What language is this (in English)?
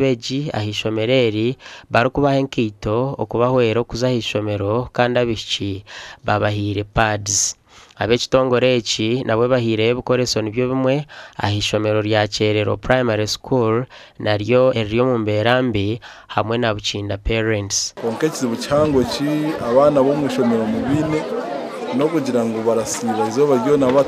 Nyankole